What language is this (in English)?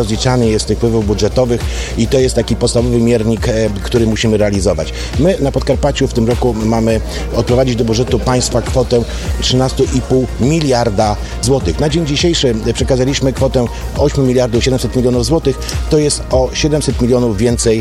Polish